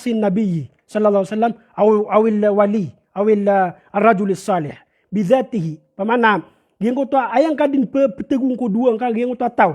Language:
Maranao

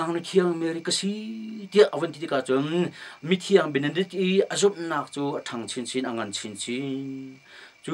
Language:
Hakha Chin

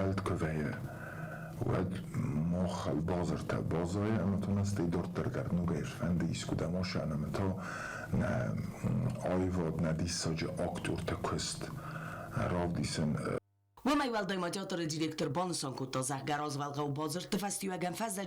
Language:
Ossetic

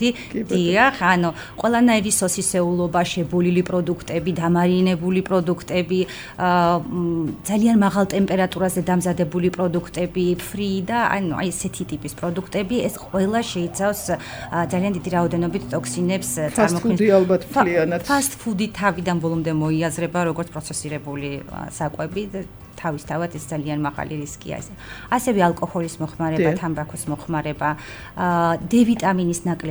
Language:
Georgian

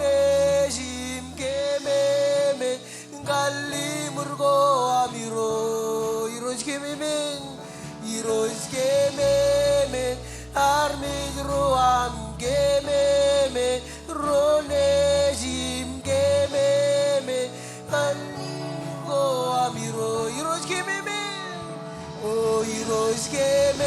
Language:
Marshallese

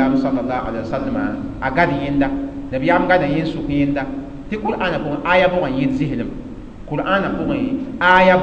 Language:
Mossi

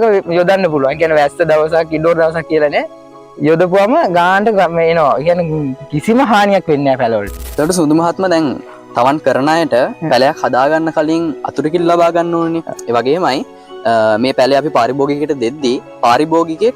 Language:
Sinhala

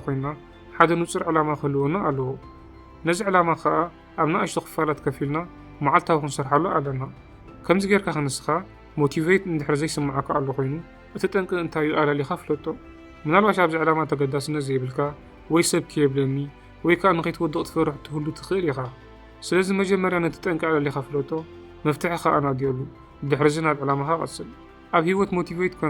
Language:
Tigrinya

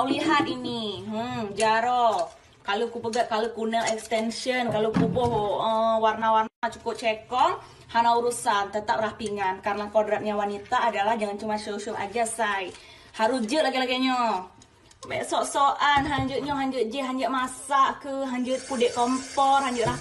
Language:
Achinese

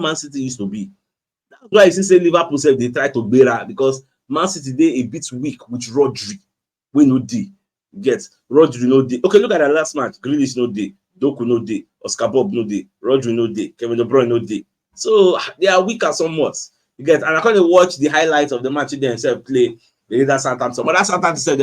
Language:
Nigerian Pidgin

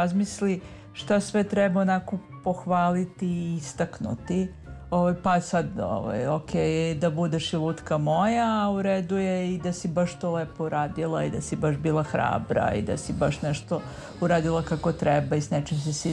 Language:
Serbian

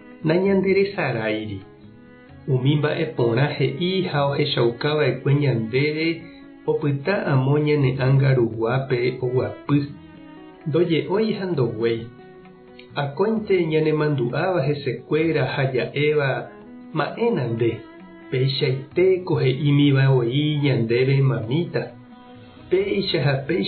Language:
Guarani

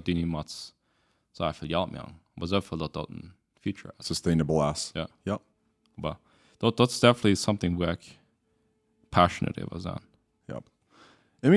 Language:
Plautdietsch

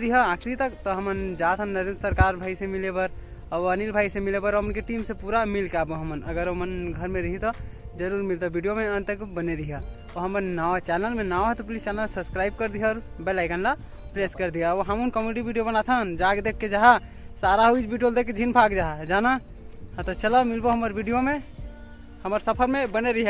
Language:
Chhattisgarhi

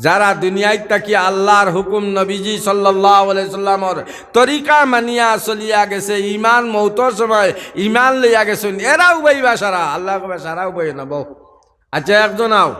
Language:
Sylheti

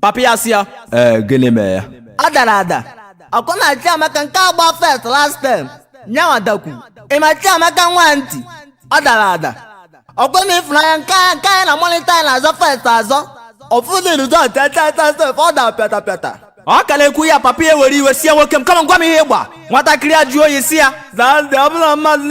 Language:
Igbo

